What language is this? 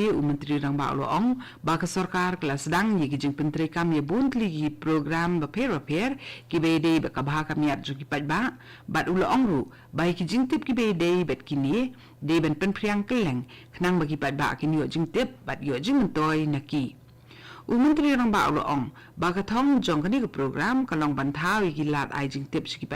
Khasi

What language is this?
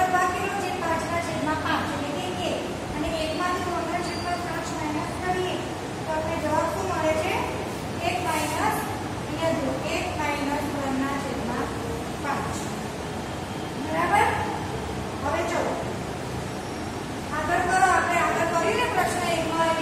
Gujarati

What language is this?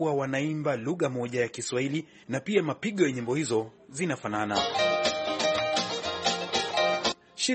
Swahili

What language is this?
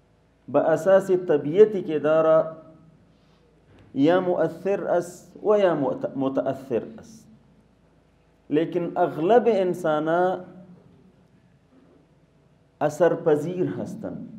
Persian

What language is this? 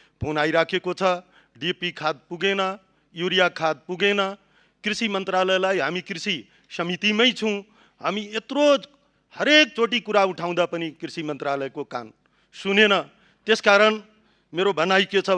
Nepali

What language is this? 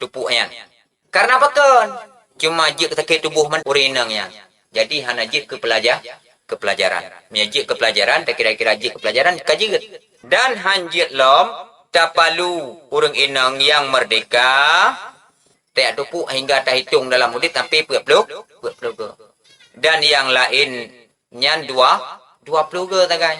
Achinese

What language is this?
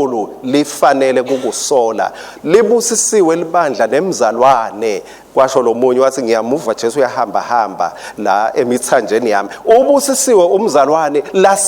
Swati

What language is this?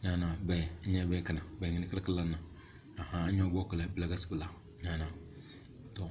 Tem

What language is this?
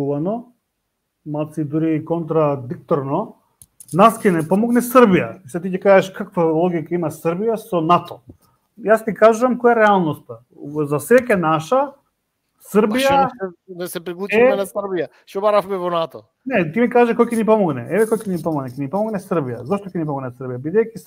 Macedonian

